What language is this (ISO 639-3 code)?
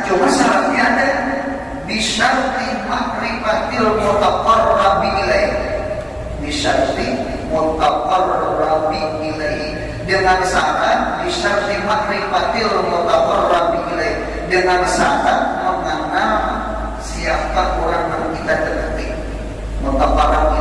bjn